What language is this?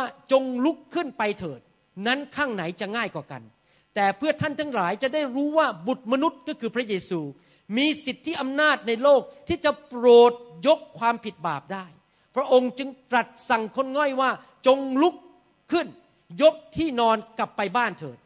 Thai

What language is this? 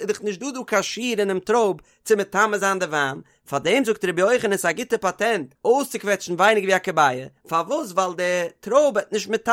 Yiddish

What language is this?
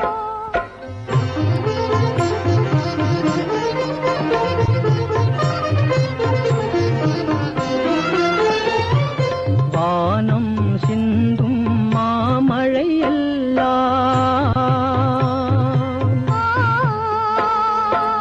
Tamil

